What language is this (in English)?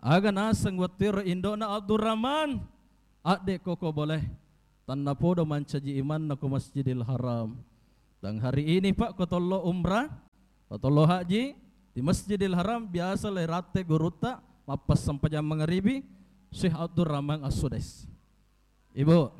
Buginese